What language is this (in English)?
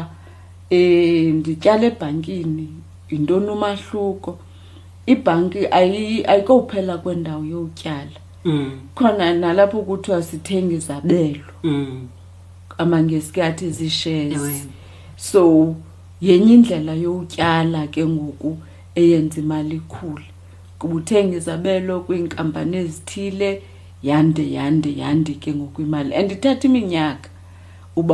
Xhosa